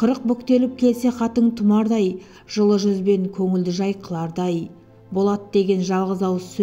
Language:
Kazakh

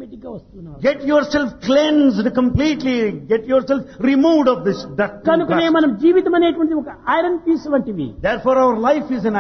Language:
Telugu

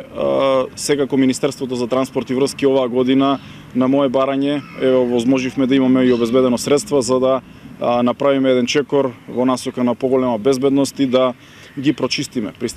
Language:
Macedonian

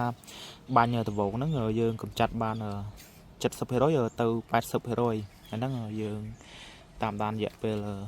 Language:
Khmer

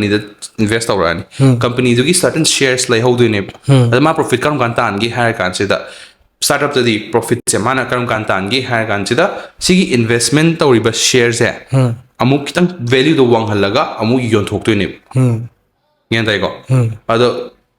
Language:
Manipuri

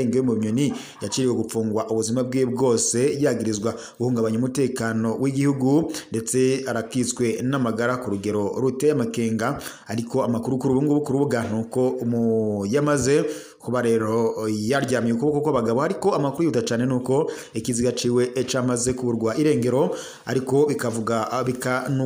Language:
Rundi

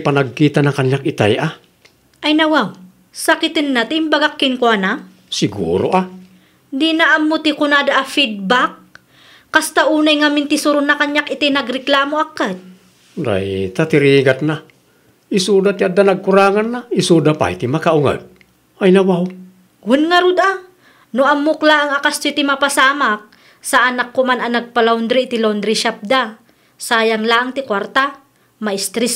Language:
Iloko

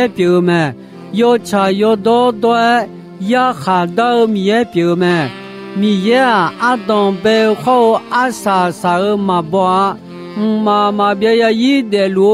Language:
Akha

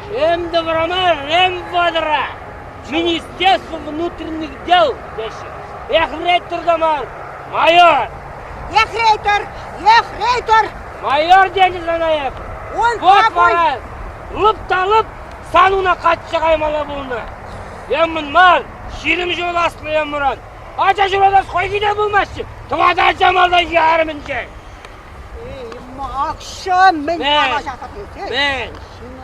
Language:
Chuvash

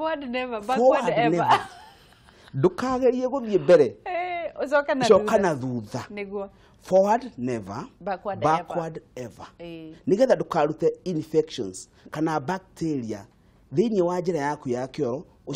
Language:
Kikuyu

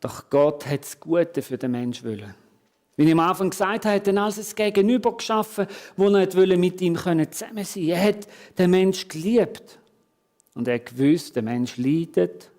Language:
Swiss German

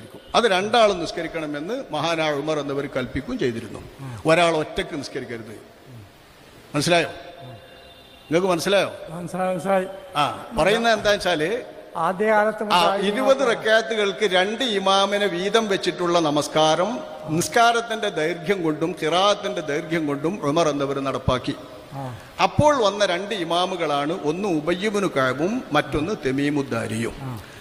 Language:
Malayalam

